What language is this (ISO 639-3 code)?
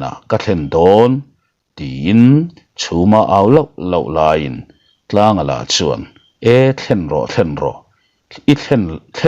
lus